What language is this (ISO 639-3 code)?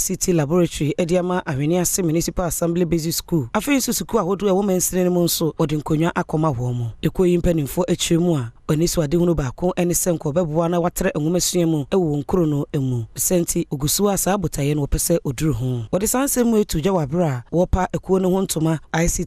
aka